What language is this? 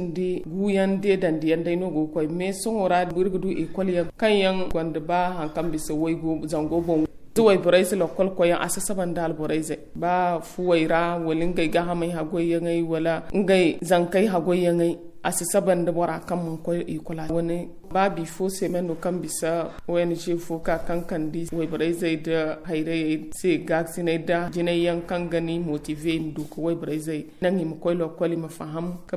Zarma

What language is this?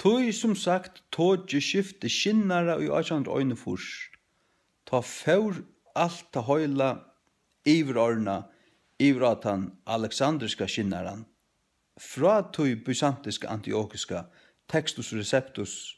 Faroese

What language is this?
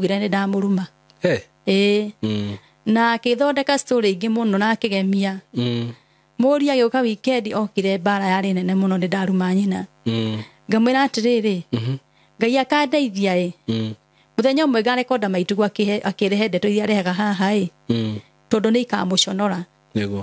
Kikuyu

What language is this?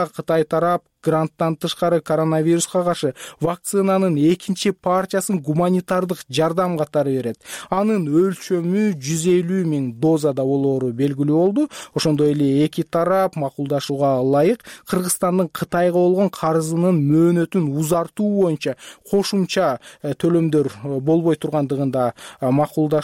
Kyrgyz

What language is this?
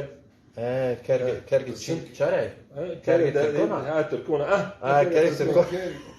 Zaza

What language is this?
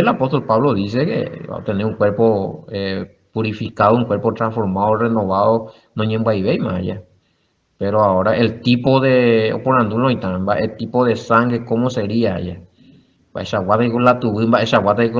Guarani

